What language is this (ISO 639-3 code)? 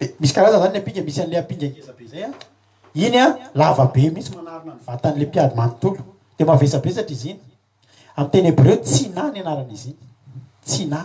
mlg